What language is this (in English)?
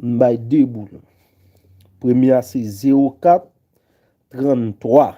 Haitian Creole